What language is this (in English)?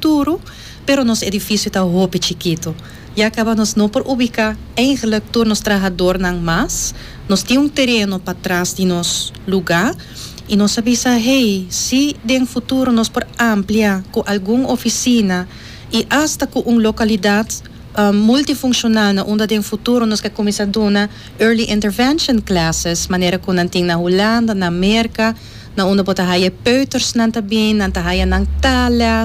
Papiamento